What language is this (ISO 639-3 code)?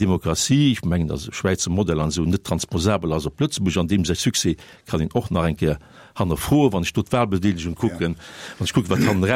ltz